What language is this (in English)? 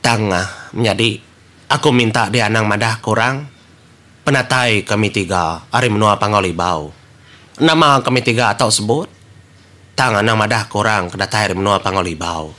Iban